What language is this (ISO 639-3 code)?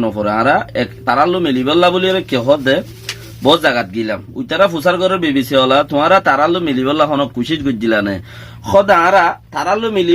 rhg